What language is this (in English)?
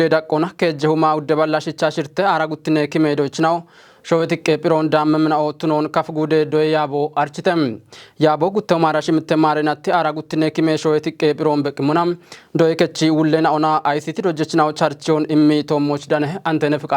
Kafa